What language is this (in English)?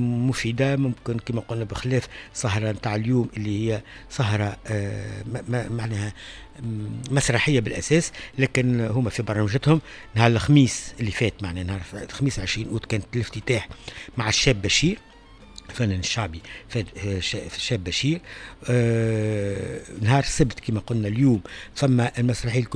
Tunisian Arabic